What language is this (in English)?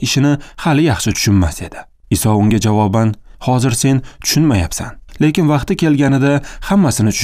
Uzbek